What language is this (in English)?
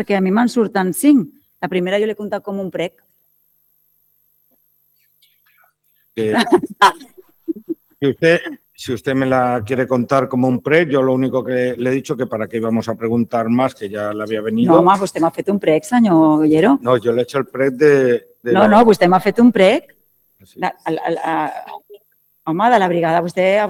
Catalan